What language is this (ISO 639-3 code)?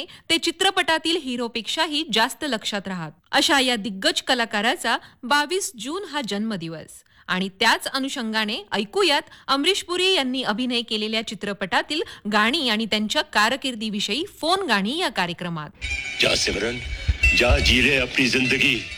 mar